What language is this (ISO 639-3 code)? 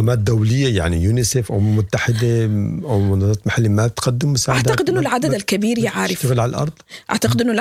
apd